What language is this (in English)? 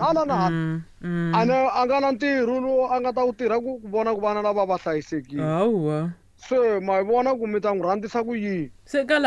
Tsonga